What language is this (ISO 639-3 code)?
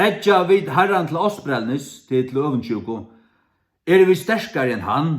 fao